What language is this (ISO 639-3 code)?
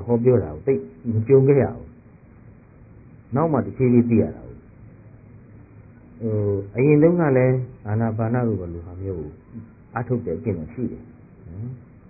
mya